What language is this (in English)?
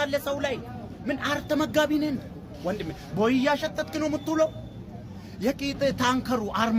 Amharic